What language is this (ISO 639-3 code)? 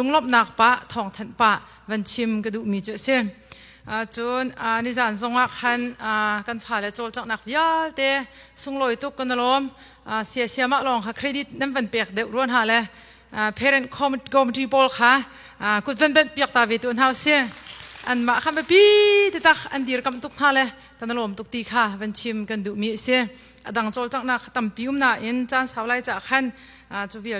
cnh